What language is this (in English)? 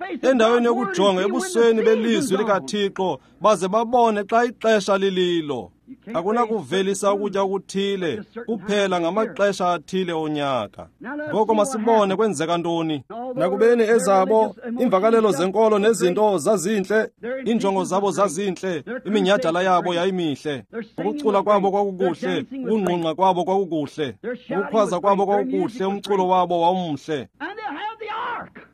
Xhosa